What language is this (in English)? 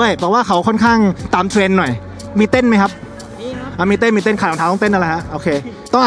Thai